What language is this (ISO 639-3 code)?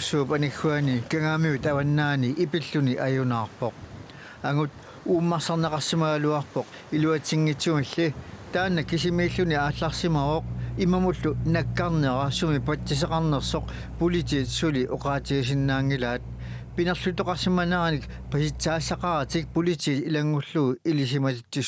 kal